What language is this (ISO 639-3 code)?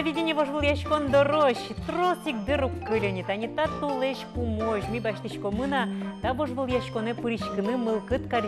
udm